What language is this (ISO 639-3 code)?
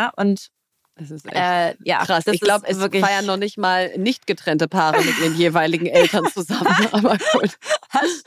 deu